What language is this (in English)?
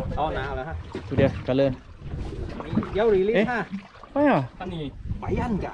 Malay